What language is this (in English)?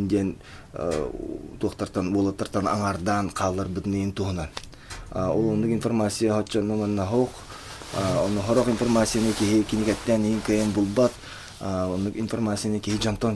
Yakut